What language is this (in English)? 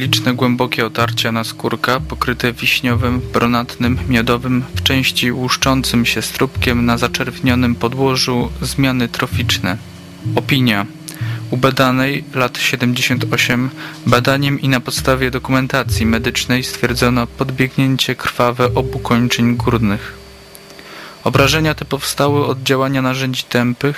Polish